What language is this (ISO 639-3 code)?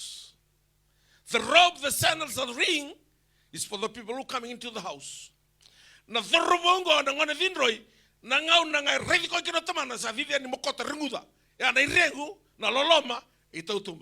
fij